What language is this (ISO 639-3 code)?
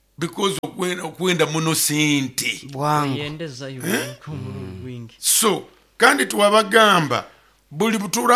nyo